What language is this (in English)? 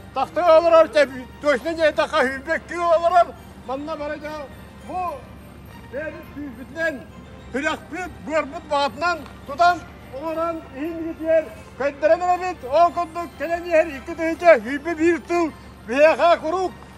Yakut